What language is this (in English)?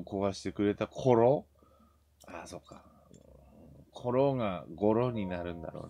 Japanese